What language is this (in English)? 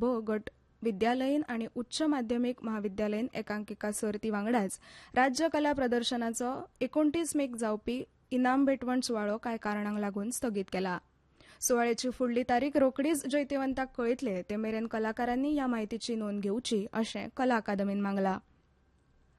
Konkani